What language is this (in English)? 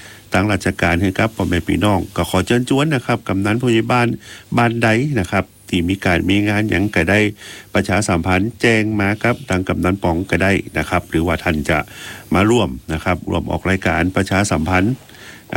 Thai